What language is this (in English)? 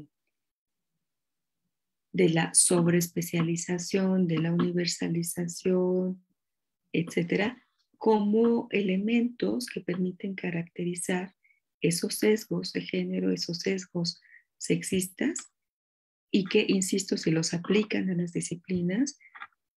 Spanish